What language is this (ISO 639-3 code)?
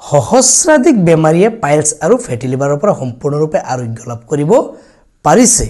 asm